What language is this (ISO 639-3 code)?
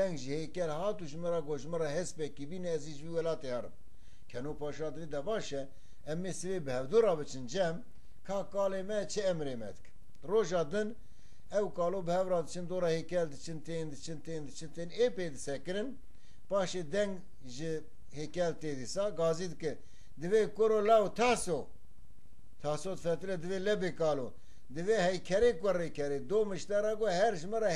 kur